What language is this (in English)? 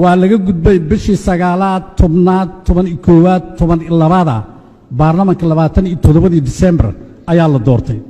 Somali